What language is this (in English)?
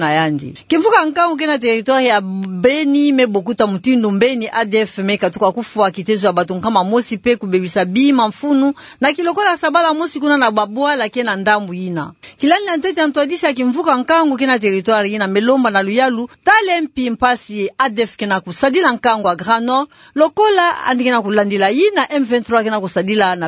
Kituba (Democratic Republic of Congo)